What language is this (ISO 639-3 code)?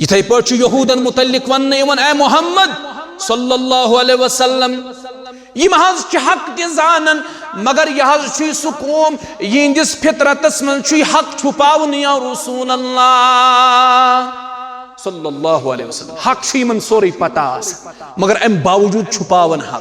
kas